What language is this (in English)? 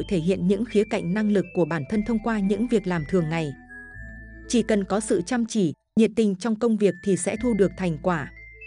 Vietnamese